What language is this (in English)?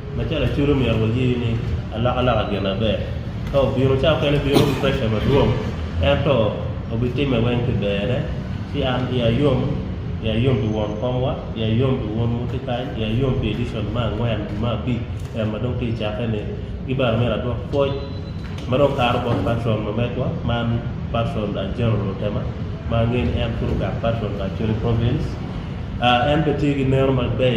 Acoli